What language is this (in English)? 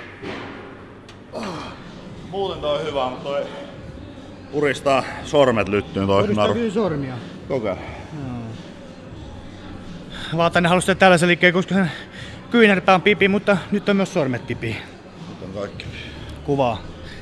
Finnish